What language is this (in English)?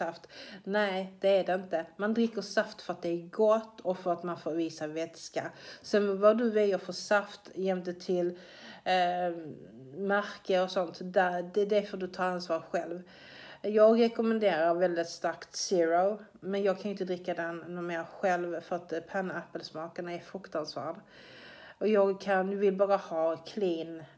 Swedish